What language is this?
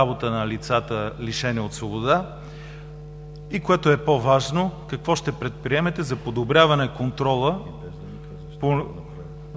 Bulgarian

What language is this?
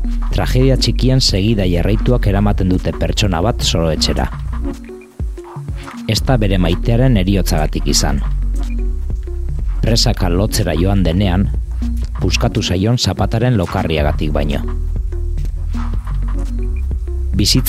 Basque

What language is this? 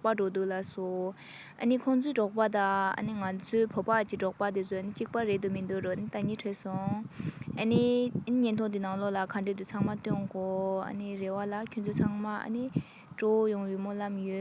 Tibetan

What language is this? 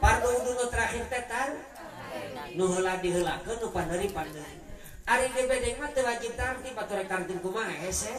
Sundanese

